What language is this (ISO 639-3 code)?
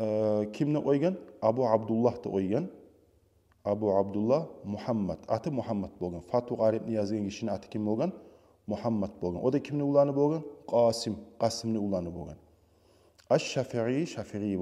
kum